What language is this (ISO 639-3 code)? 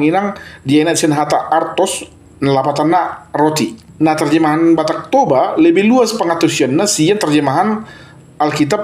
bbc